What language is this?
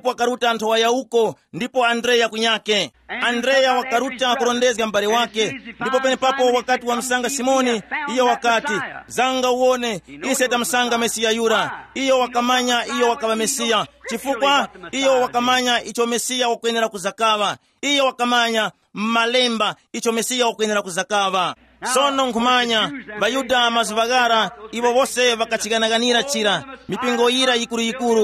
Tumbuka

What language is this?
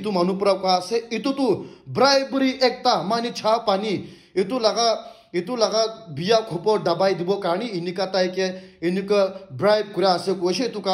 Naga Pidgin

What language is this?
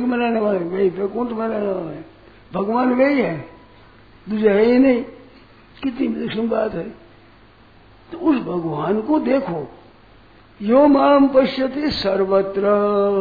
Hindi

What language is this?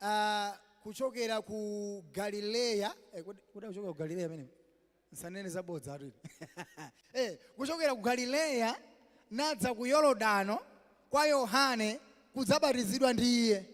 Nyanja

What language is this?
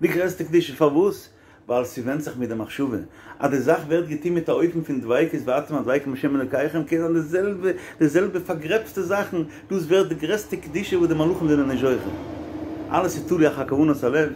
Yiddish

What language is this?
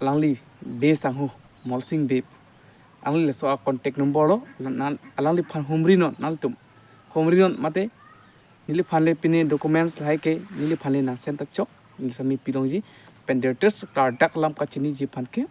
Karbi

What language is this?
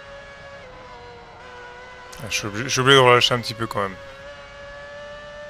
French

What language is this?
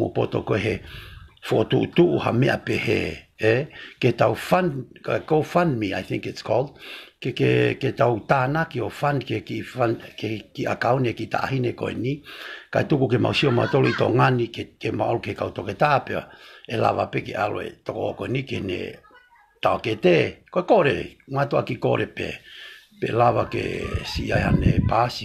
Tongan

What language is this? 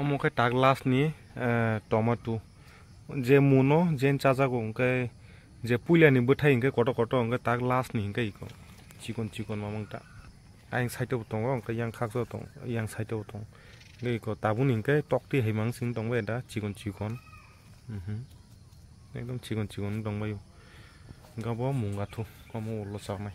Kok Borok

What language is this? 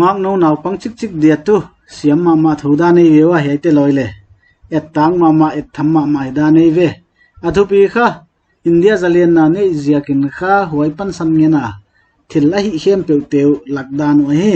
Paite Chin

